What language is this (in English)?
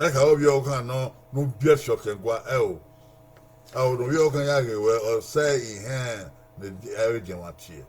Bini